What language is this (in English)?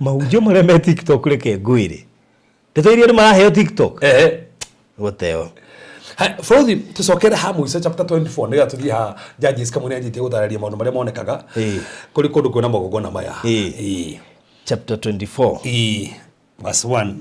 Kikuyu